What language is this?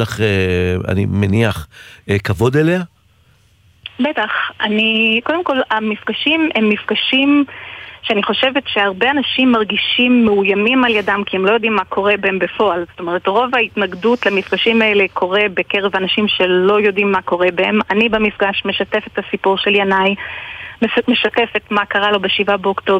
Hebrew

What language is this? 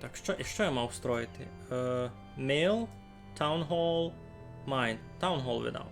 Rusyn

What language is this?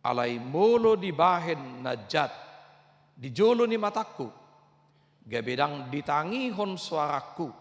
Batak Toba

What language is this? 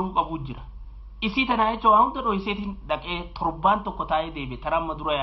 Oromo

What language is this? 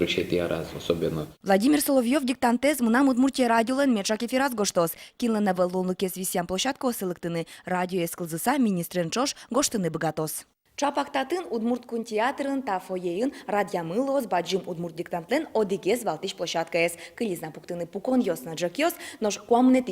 Udmurt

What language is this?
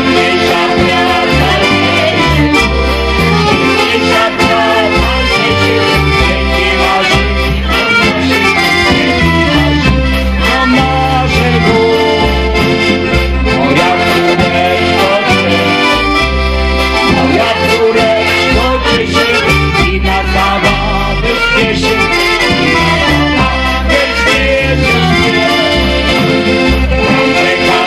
Polish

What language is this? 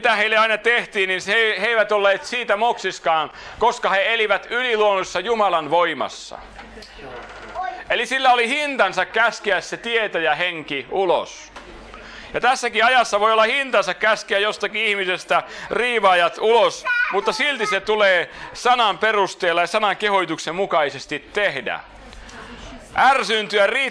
Finnish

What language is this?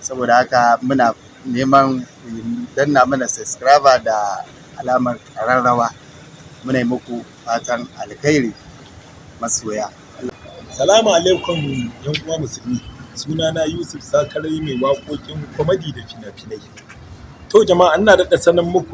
Hausa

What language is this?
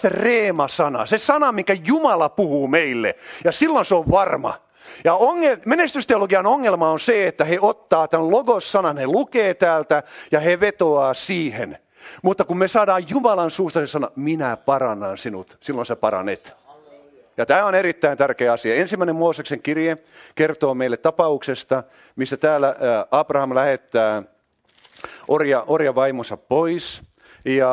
Finnish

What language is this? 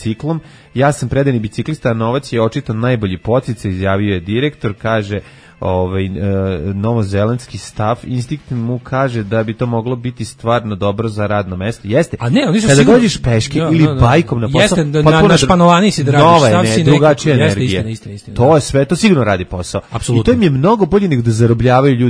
Serbian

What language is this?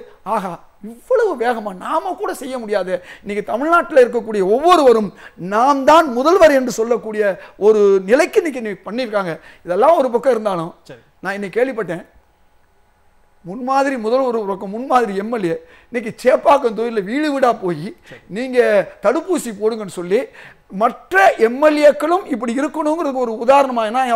Tamil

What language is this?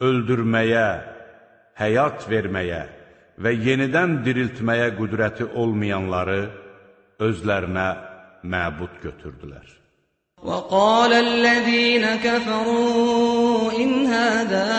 Azerbaijani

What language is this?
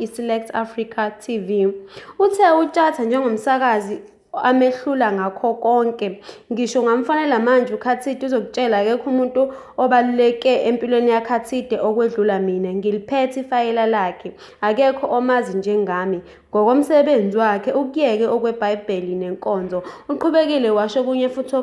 Zulu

